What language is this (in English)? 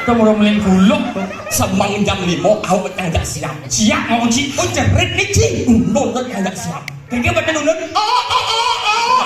Balinese